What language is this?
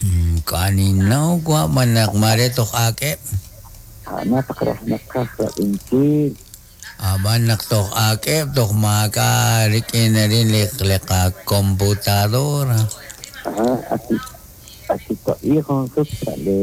Kekchí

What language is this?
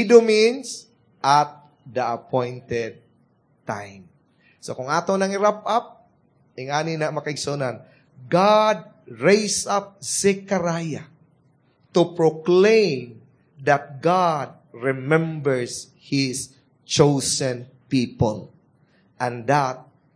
Cebuano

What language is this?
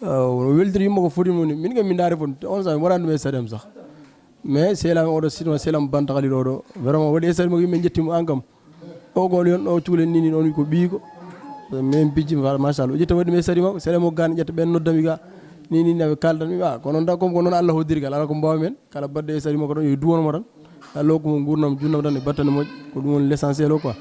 Fula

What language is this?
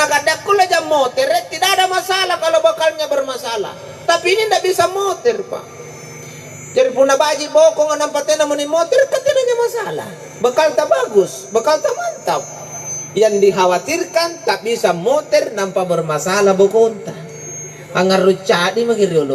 Makasar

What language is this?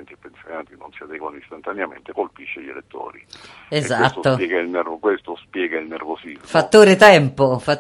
Italian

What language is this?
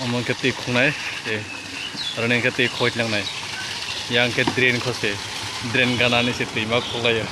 Kok Borok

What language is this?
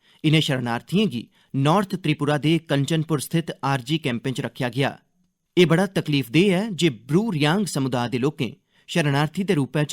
Dogri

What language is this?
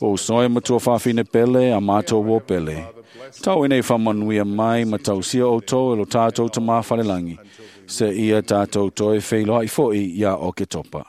Samoan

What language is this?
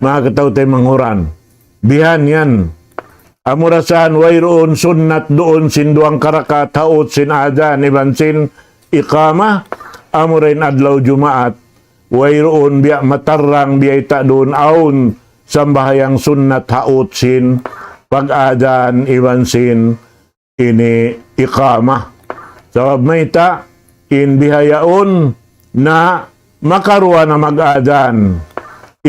Tausug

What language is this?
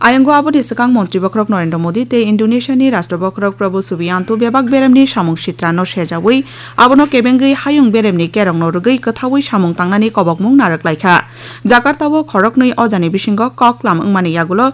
Kok Borok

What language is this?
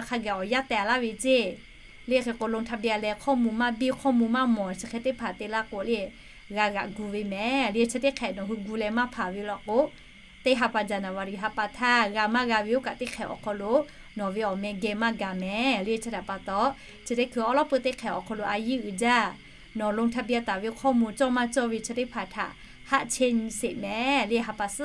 Lahu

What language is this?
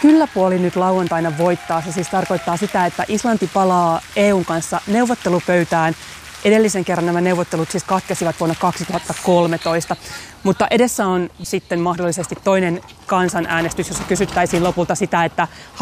Finnish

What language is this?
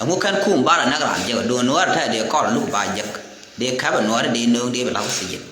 Nuer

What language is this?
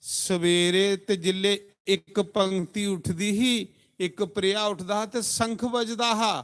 Dogri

